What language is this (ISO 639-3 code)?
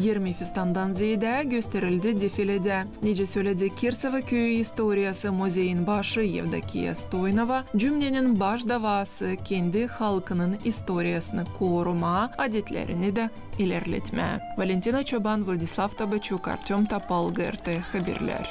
gag